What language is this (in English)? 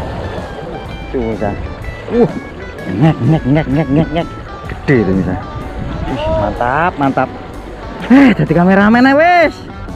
Indonesian